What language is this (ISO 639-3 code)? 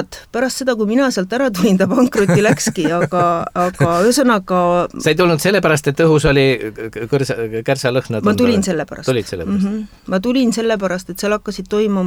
est